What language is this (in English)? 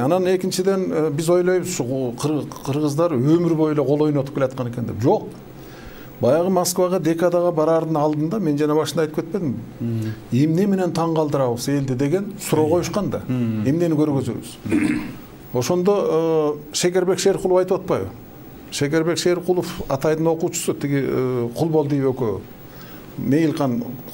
Kyrgyz